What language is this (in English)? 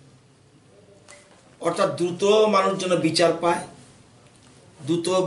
Bangla